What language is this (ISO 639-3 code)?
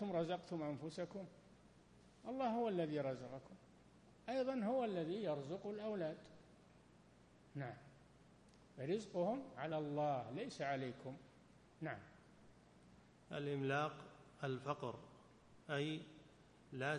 ara